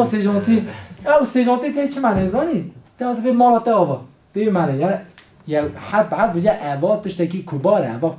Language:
Kurdish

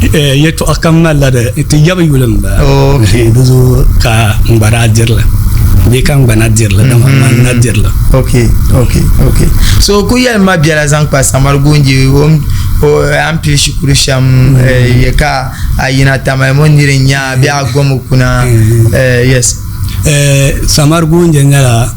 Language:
Dagbani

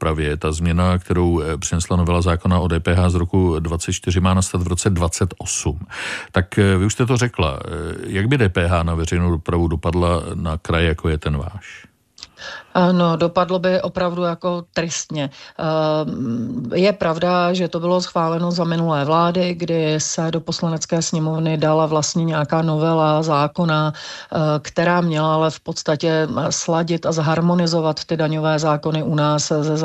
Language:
Czech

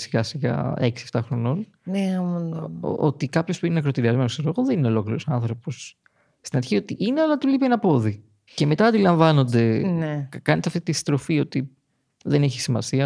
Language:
Greek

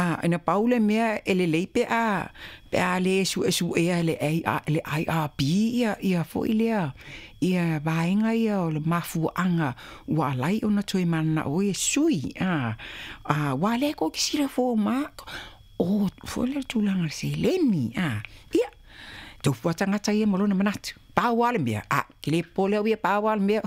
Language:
Samoan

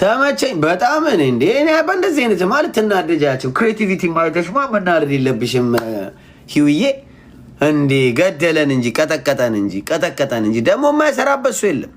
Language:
Amharic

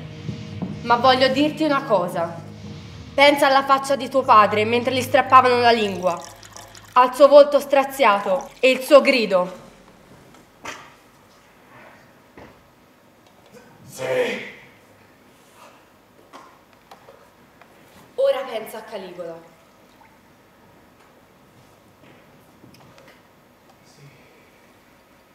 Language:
Italian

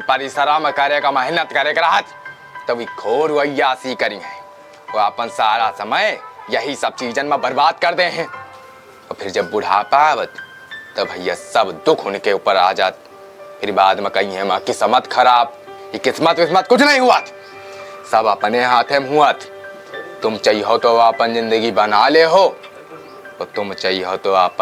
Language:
Awadhi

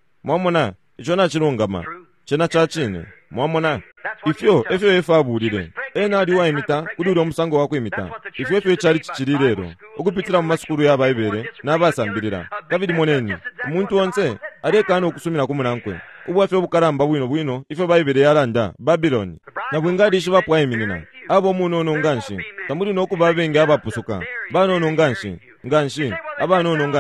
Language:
Bemba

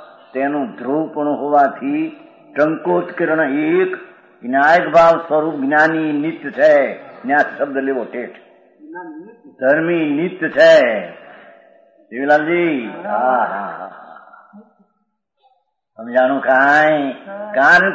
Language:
Gujarati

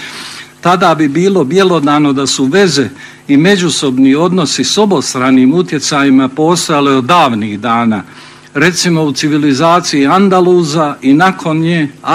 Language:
Bosnian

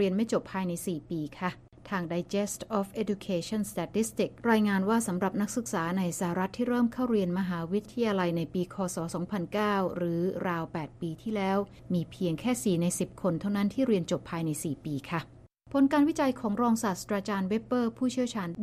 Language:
Thai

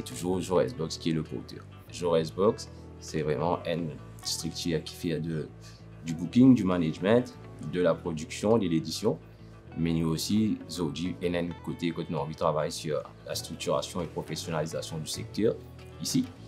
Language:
Morisyen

